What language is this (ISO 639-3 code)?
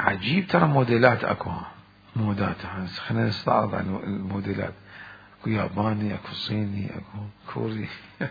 acm